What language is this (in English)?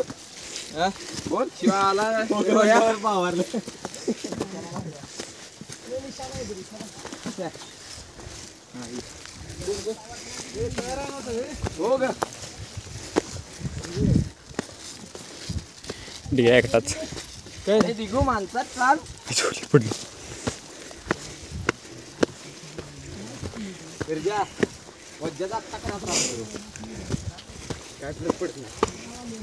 Marathi